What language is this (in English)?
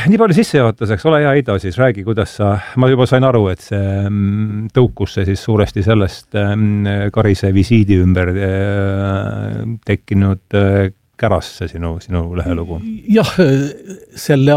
Estonian